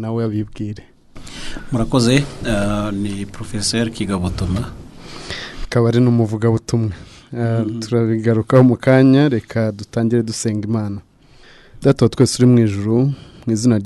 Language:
Kinyarwanda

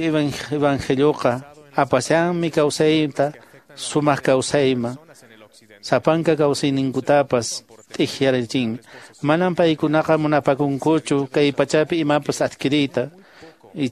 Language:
Quechua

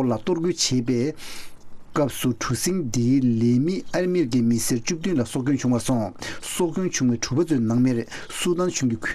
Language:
Tibetan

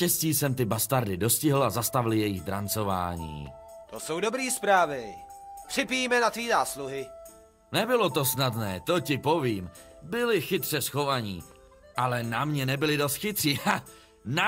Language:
Czech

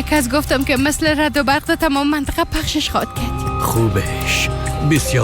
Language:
Persian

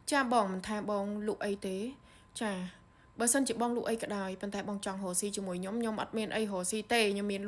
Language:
Khmer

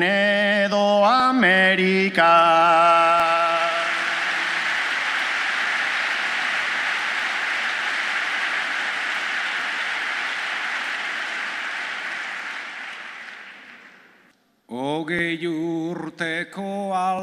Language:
Basque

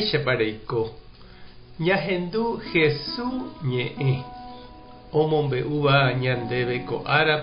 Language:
Guarani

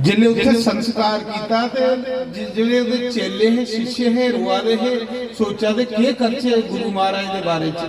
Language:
Dogri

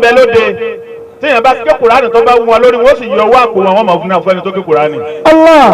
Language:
Yoruba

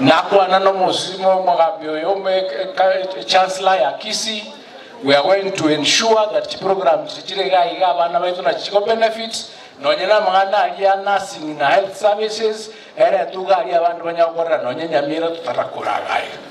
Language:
Gusii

